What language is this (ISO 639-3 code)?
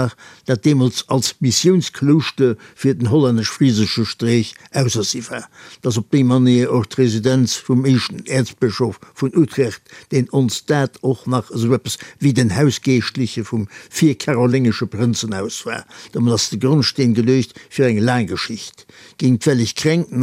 ltz